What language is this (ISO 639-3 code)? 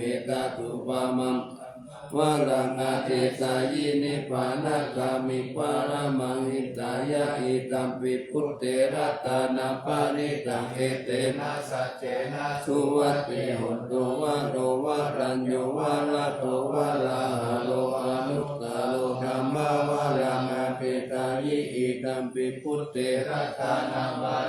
pli